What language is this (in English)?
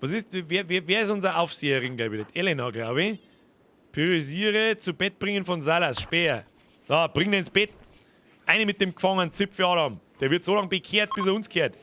Bavarian